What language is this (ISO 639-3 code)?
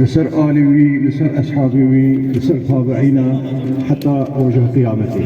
kur